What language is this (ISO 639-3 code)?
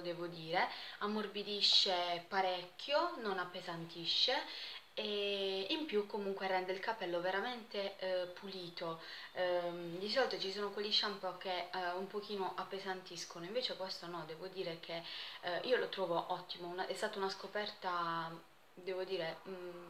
ita